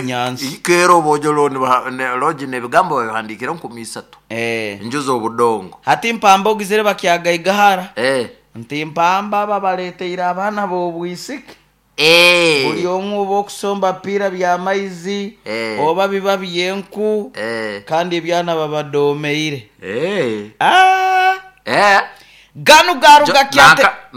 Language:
Nyoro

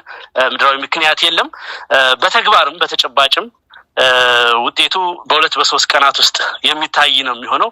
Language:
Amharic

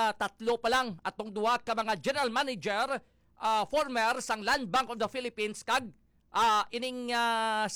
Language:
Hiligaynon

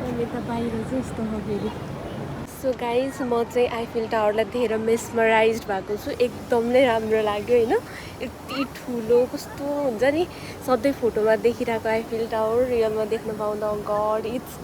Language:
Nepali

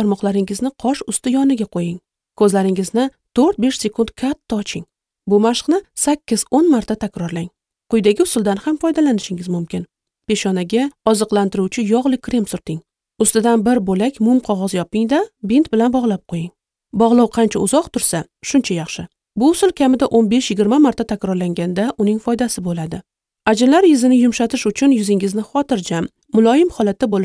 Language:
Uzbek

